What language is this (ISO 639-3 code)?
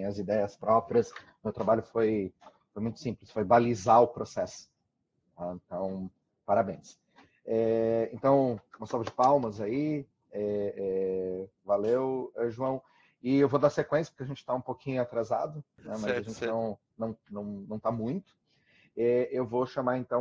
por